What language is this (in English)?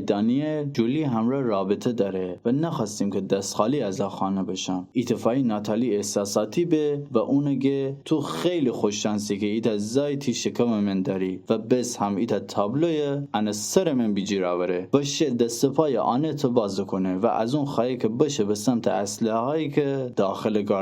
Gilaki